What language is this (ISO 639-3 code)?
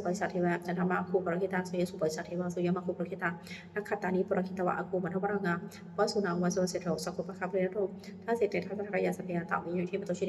pli